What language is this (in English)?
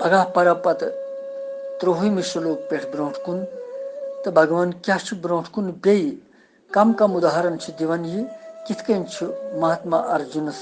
Kashmiri